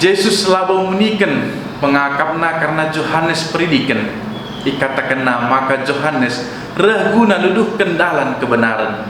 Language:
Batak Karo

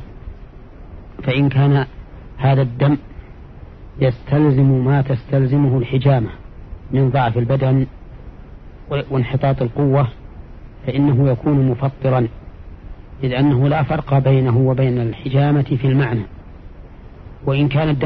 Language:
Arabic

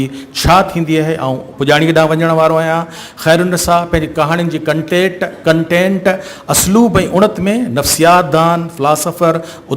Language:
Sindhi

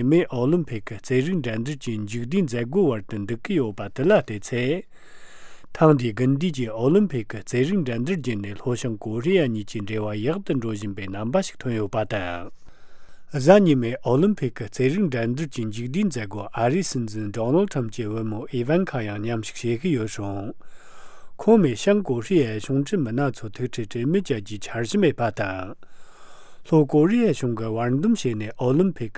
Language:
Tibetan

